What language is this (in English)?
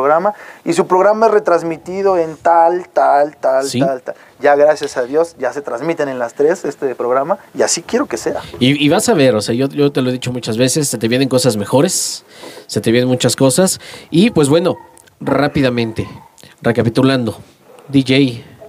Spanish